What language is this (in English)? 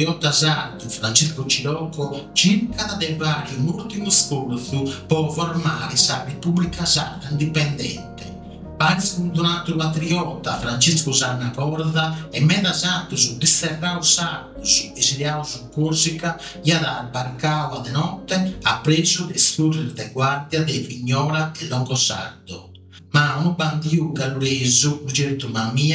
Sardinian